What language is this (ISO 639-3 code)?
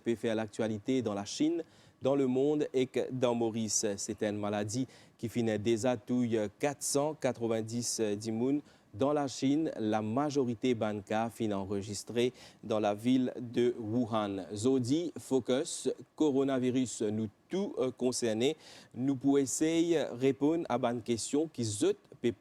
mfe